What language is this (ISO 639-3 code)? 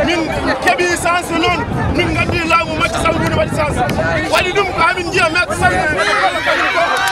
ful